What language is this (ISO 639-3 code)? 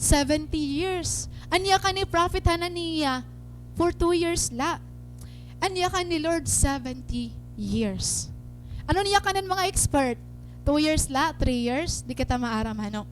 war